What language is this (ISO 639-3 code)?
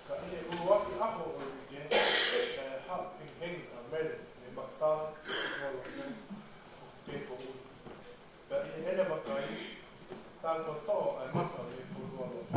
ton